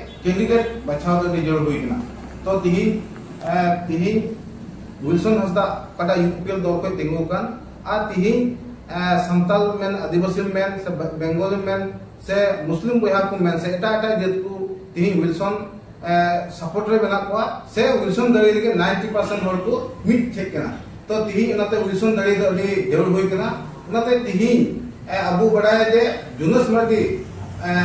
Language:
Santali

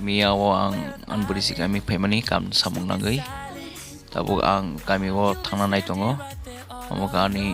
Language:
Kok Borok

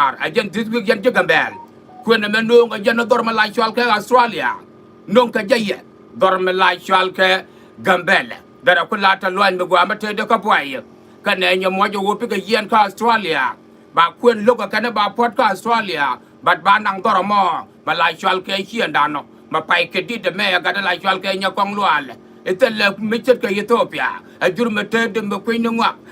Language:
Nuer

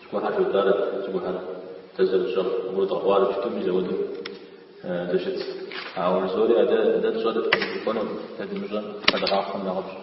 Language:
Kabardian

